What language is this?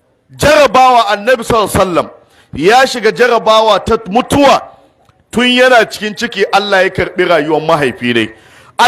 Hausa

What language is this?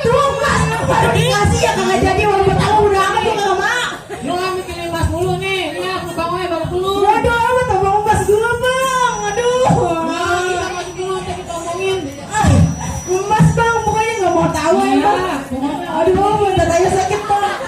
Betawi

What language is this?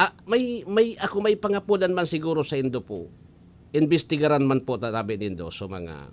Bikol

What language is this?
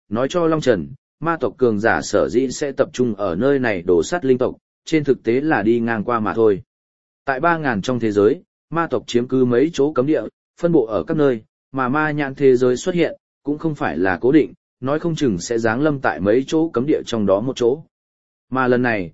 Vietnamese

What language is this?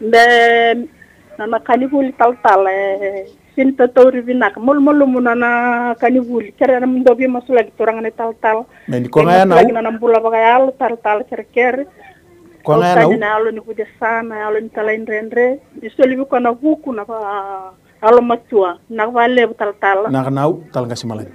Fijian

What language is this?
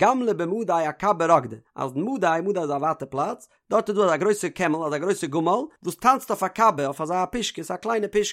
Yiddish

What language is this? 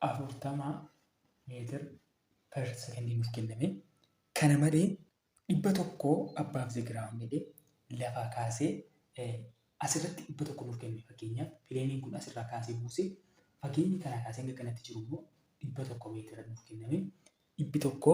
Oromo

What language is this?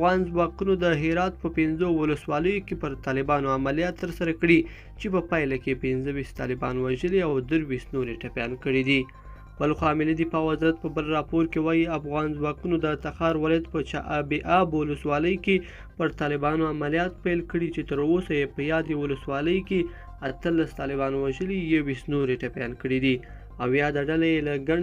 Pashto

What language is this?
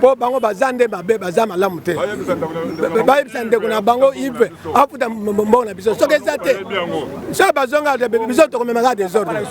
Lingala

